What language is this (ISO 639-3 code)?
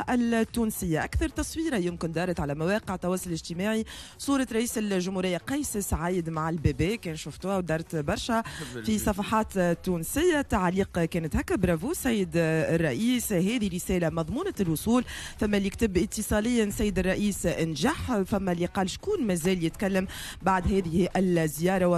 aeb